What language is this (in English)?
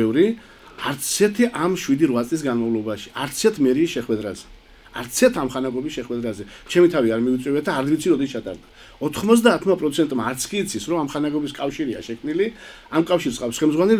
Georgian